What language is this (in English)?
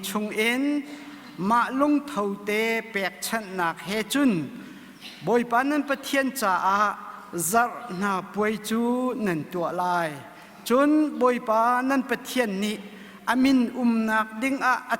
Hakha Chin